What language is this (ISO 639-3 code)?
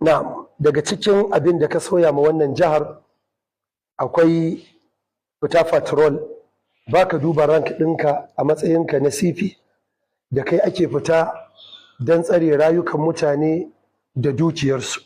hau